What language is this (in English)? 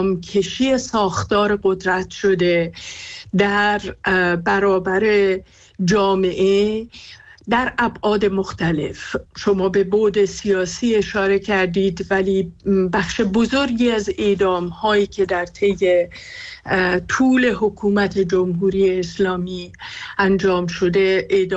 Persian